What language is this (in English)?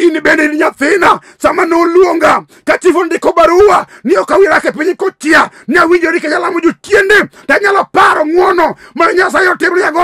Luo (Kenya and Tanzania)